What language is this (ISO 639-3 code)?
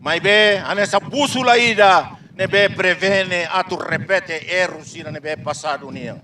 tet